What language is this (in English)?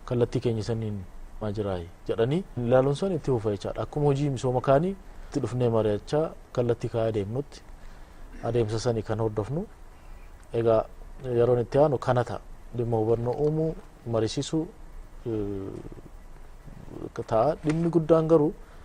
Oromo